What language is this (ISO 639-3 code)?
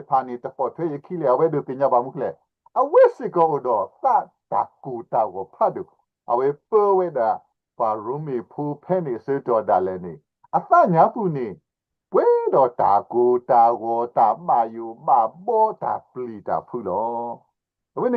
ksw